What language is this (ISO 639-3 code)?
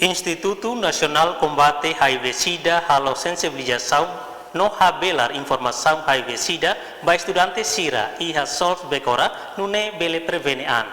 tet